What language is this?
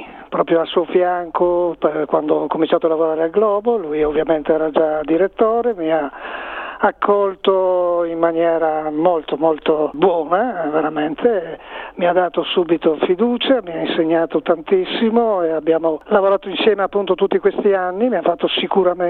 Italian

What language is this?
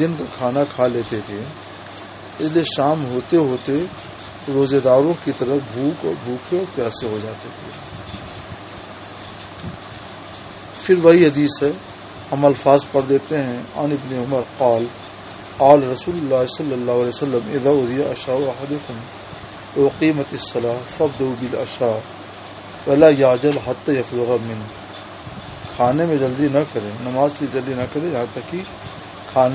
Urdu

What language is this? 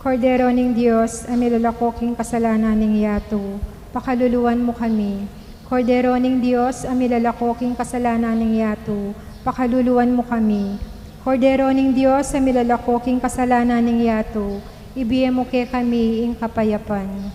Pampanga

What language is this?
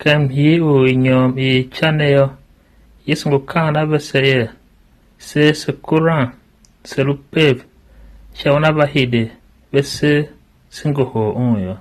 Tiv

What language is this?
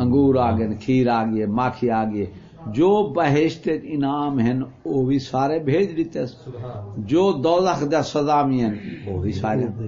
Saraiki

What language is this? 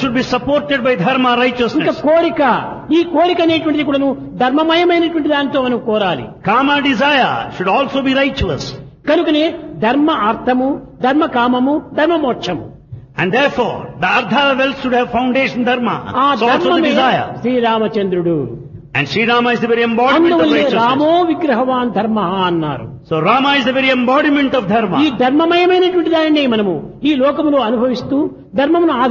Telugu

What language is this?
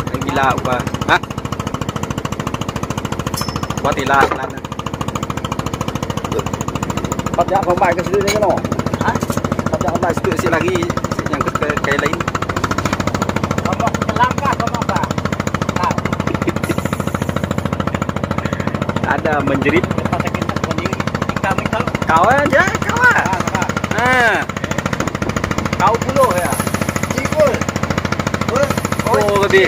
Malay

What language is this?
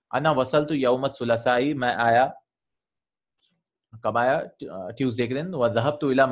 Urdu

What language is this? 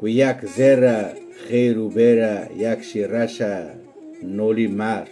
Kurdish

